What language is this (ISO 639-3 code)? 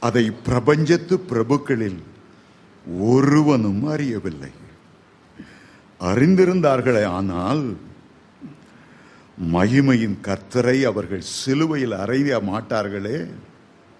tam